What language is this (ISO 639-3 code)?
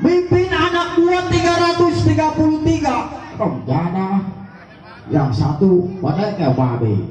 bew